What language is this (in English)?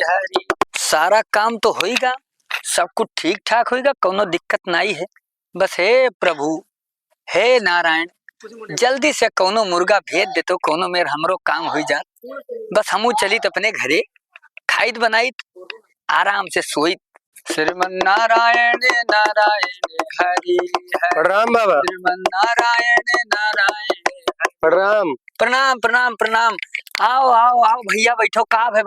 Awadhi